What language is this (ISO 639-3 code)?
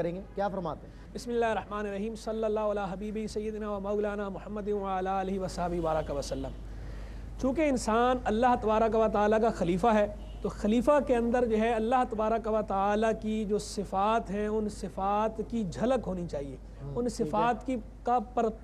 urd